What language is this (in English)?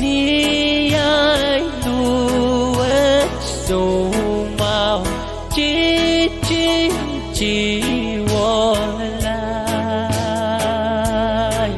Pohnpeian